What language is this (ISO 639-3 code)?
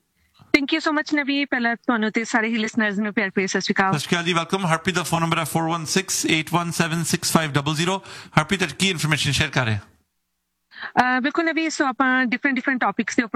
pan